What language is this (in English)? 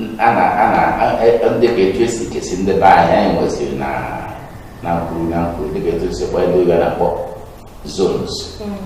Igbo